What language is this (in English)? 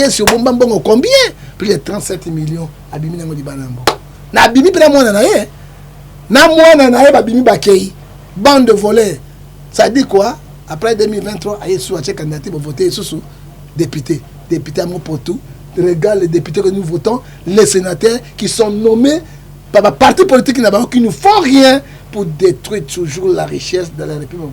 Lingala